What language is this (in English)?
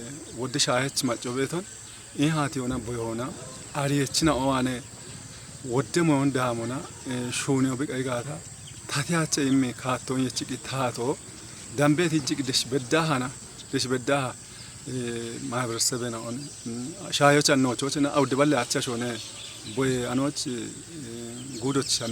Kafa